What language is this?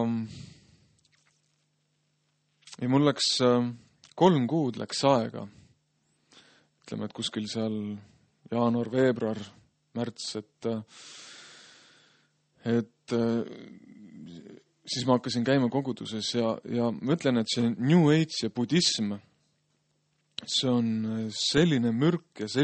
Estonian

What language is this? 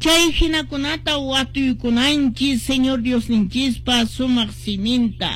Quechua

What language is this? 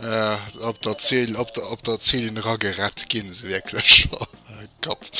Luxembourgish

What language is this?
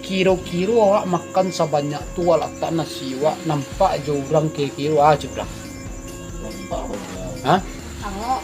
Minangkabau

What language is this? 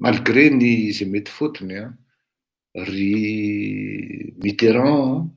Malagasy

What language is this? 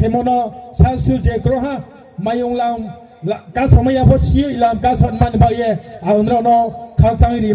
Riang (India)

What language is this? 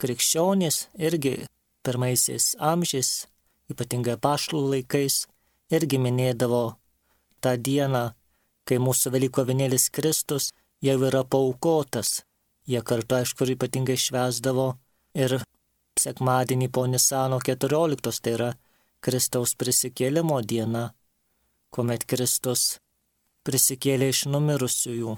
Lithuanian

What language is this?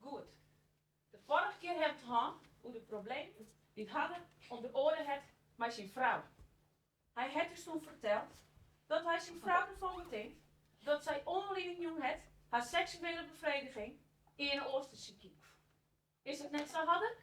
Western Frisian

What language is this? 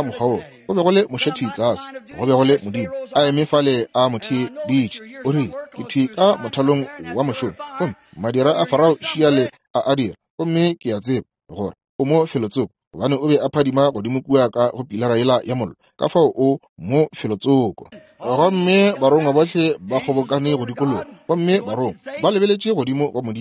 Northern Sotho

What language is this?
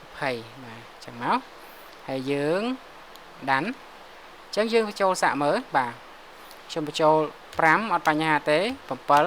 Khmer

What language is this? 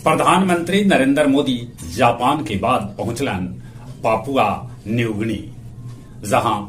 Magahi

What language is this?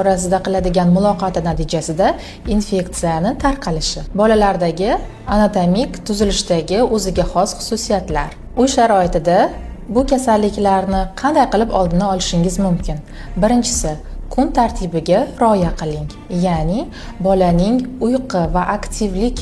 Uzbek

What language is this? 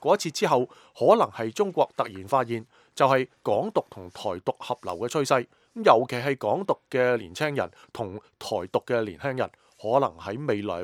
Cantonese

